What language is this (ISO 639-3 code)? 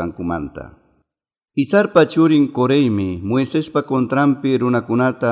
quy